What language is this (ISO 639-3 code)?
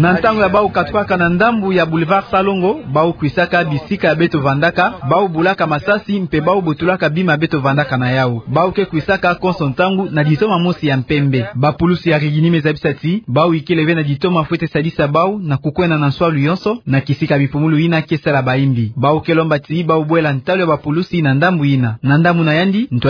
ktu